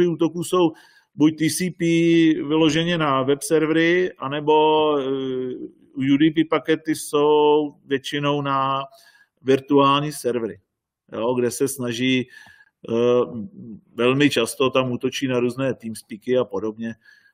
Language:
Czech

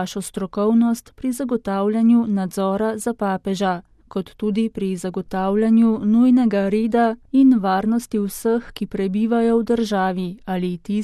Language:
Slovenian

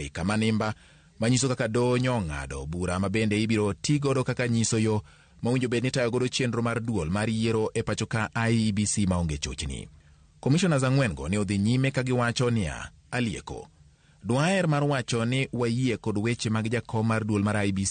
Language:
Luo (Kenya and Tanzania)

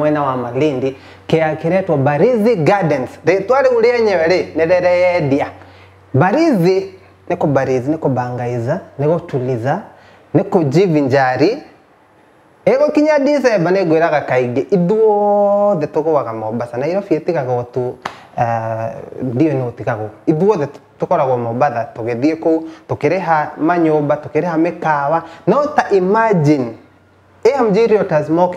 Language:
Kikuyu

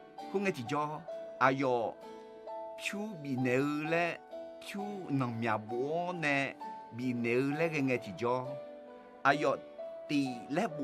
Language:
Akha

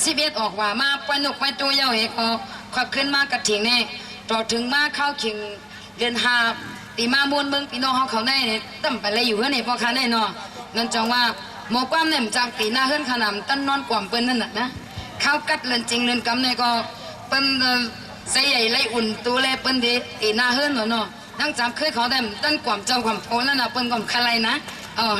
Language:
Shan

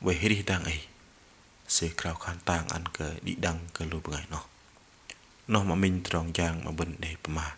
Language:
Bahnar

